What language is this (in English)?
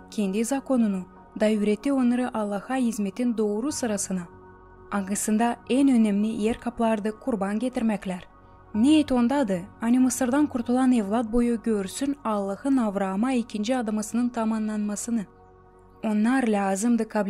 Gagauz